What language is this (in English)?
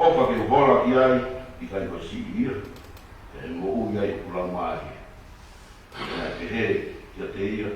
Tongan